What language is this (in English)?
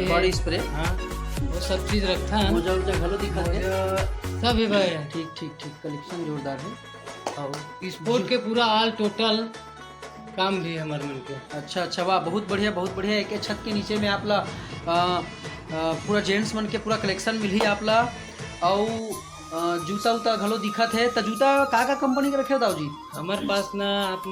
Chhattisgarhi